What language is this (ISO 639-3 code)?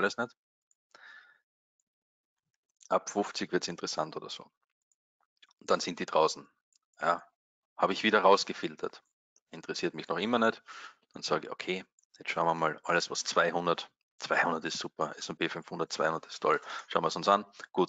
deu